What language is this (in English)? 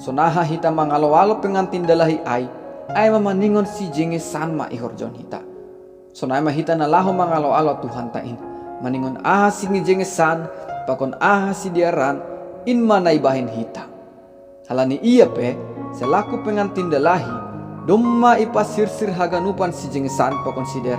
Batak Simalungun